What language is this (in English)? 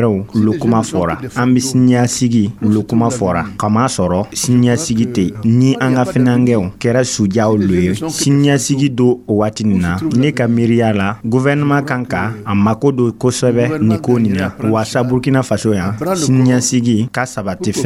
Dyula